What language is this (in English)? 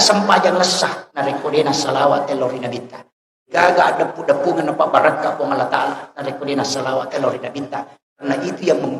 Buginese